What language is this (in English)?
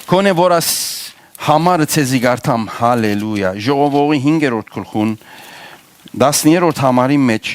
Western Armenian